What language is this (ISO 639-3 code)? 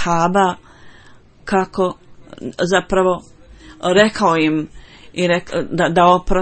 bos